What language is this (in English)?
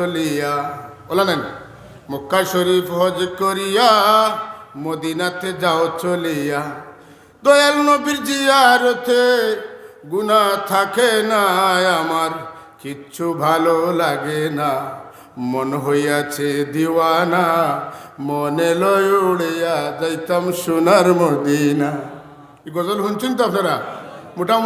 Sylheti